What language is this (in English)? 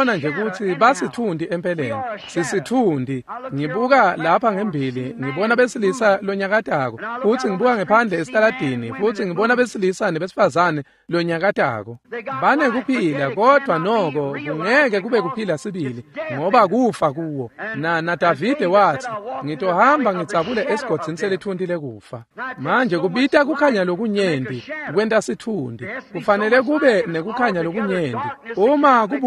Swati